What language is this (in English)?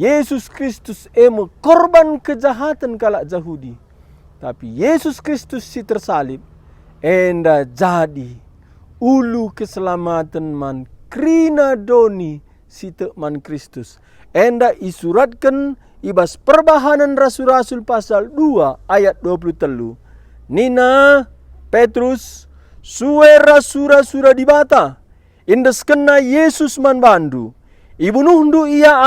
Batak Karo